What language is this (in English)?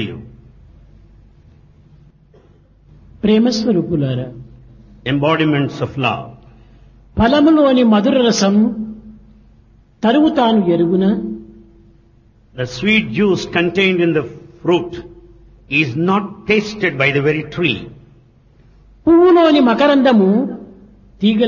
Telugu